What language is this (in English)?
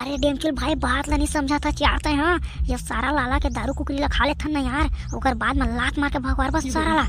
Chhattisgarhi